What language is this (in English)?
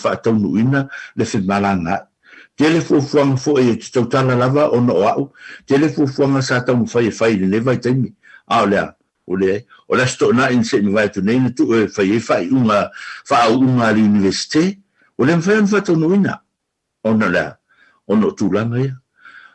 Samoan